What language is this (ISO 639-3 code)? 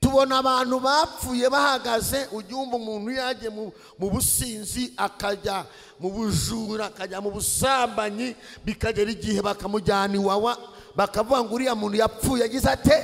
kin